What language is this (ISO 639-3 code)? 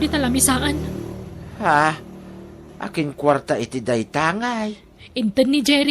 ilo